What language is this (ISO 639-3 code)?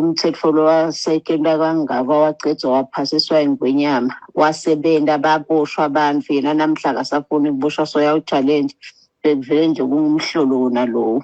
ssw